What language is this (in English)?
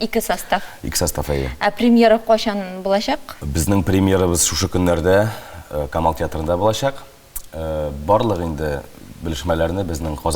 Tatar